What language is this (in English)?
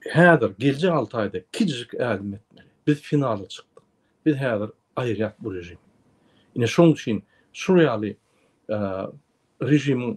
Turkmen